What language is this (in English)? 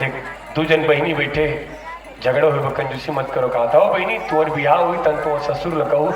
Chhattisgarhi